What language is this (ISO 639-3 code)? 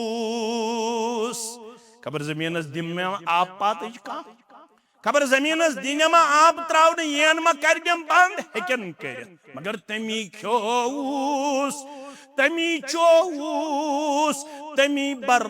kas